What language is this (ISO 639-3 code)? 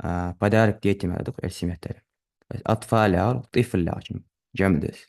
inh